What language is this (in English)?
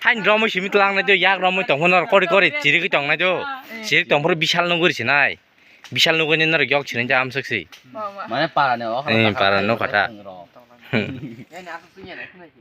Kok Borok